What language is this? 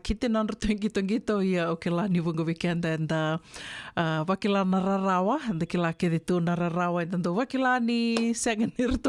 Fijian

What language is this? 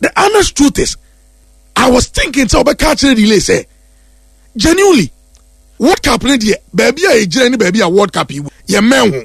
Akan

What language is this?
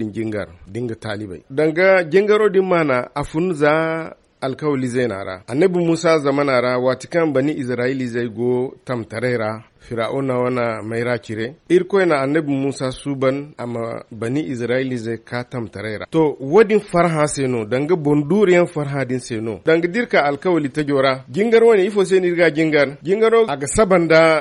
Zarma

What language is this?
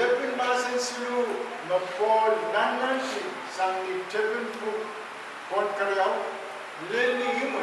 Pohnpeian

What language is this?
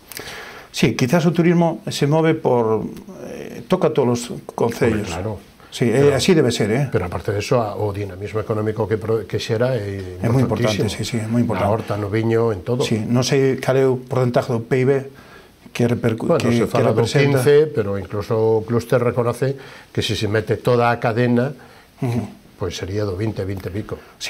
Galician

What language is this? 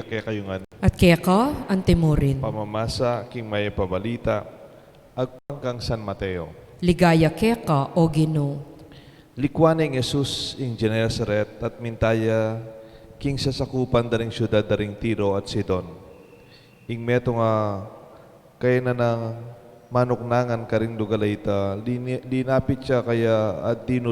Pampanga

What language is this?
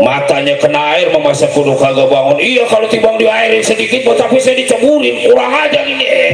Betawi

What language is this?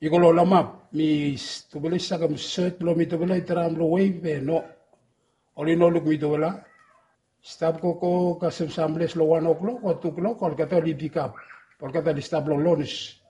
Bislama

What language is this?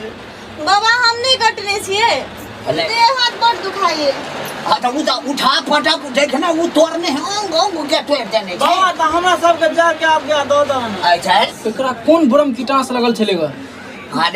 Maithili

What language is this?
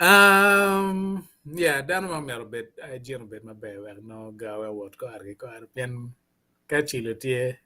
Acoli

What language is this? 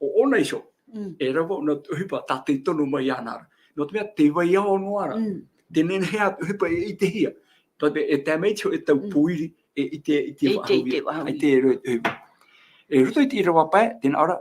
Tahitian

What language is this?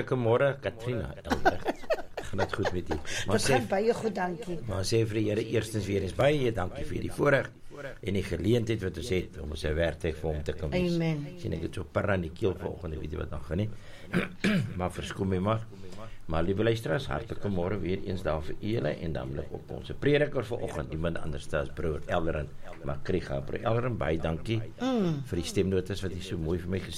Afrikaans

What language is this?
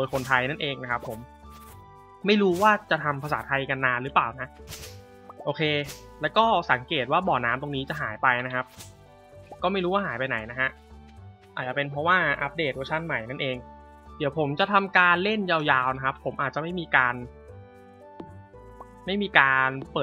Thai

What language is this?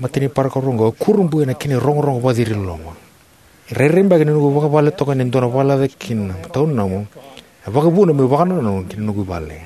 Fijian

